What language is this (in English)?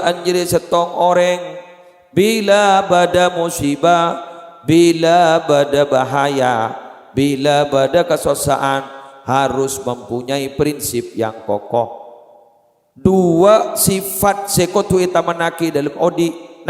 Madurese